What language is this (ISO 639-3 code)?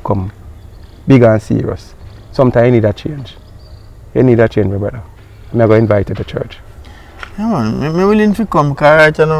jam